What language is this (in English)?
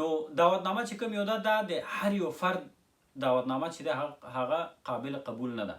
Pashto